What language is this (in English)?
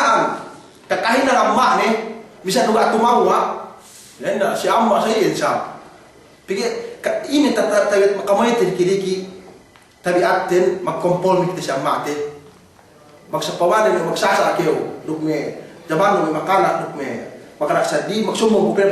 Yakan